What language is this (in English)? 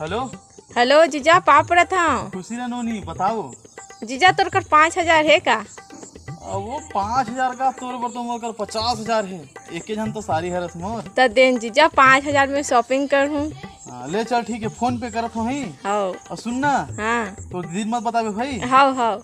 Chhattisgarhi